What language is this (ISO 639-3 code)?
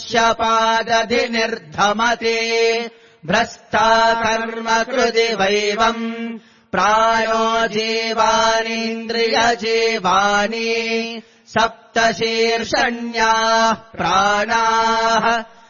san